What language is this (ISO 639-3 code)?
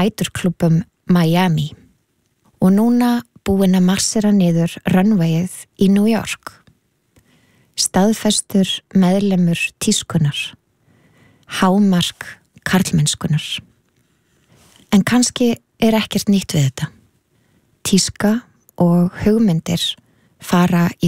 isl